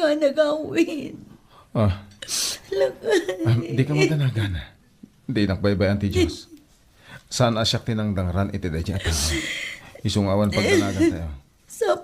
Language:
Iloko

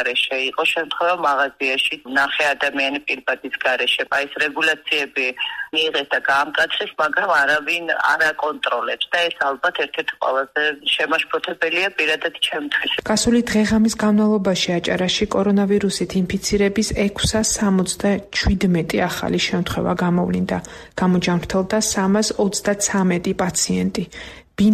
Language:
Georgian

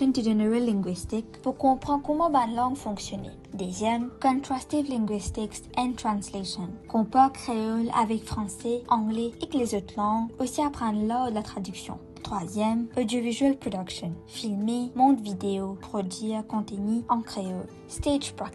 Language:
Morisyen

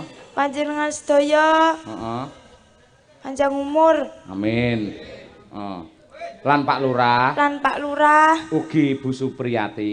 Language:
Javanese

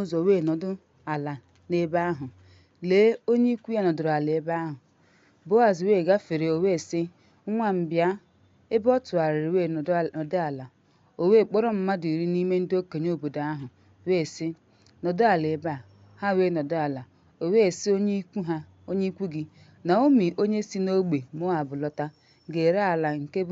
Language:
Igbo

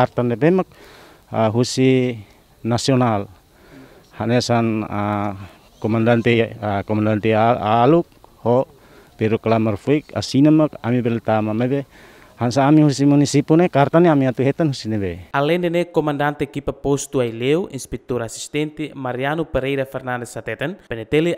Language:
Tetum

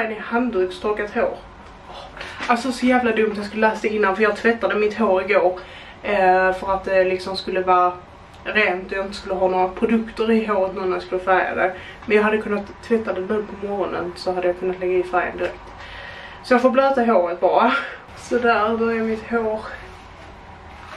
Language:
Swedish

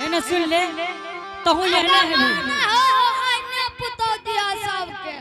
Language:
Angika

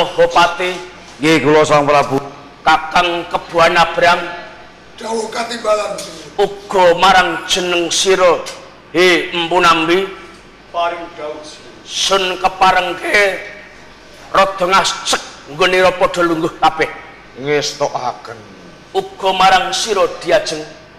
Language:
Javanese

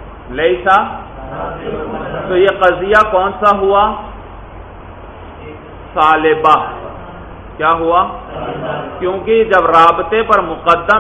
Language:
Urdu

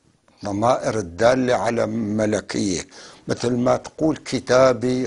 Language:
North Levantine Arabic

